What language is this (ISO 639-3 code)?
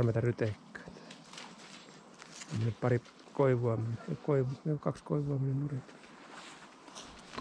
fin